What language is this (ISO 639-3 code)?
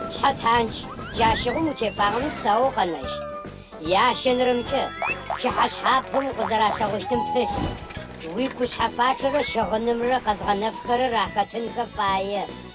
ady